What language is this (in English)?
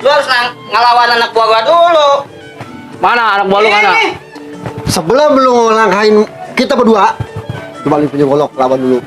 Betawi